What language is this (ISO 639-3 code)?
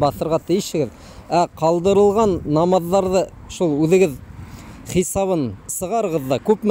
bak